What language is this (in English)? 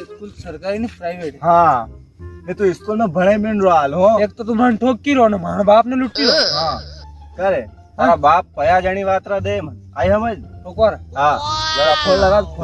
Rajasthani